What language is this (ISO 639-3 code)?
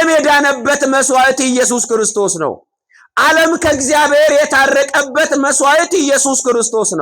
amh